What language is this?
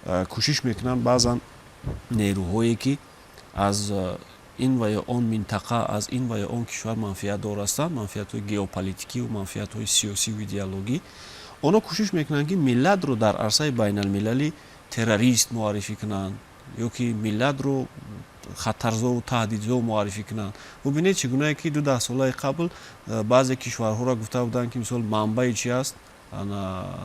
Tajik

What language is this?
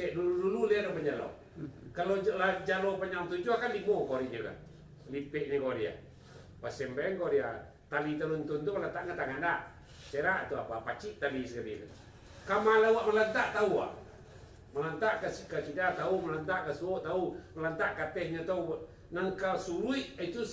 Minangkabau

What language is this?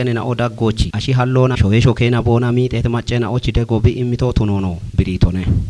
Kafa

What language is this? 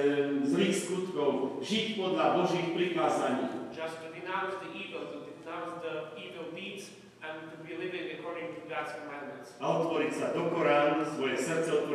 Slovak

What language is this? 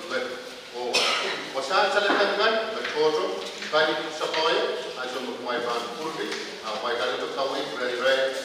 Pohnpeian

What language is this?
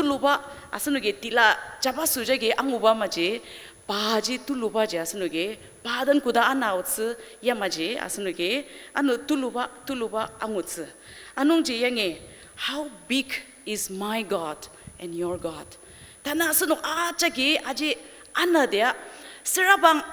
Ao Naga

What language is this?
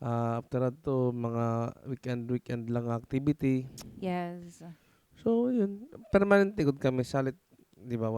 Waray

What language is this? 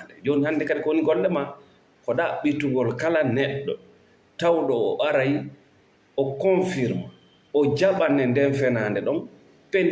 Fula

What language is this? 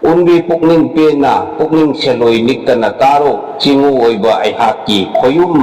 Manipuri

